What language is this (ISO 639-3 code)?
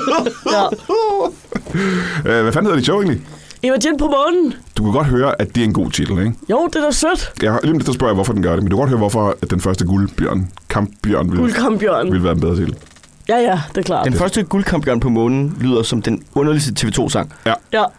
dan